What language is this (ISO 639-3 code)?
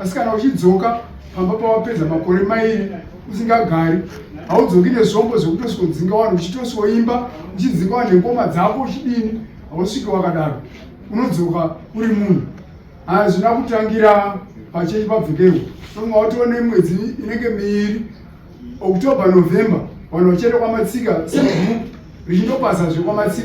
sna